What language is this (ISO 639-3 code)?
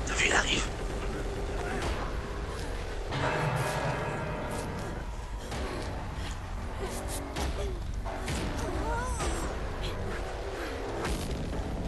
fra